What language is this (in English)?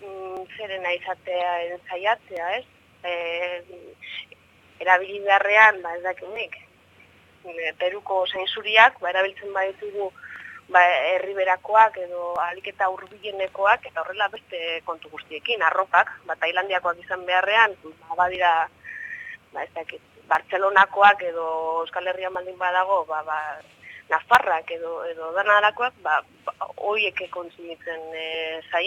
Basque